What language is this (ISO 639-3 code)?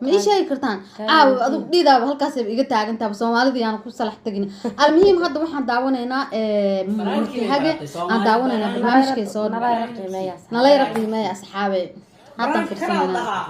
som